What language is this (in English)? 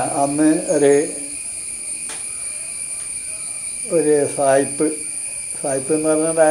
Malayalam